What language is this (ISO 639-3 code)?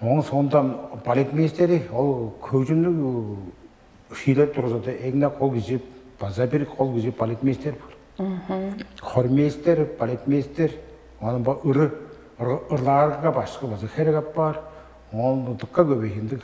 tyv